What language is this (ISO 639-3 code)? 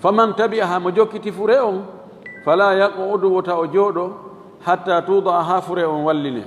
ful